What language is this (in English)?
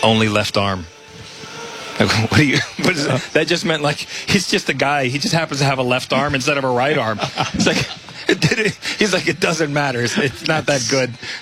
English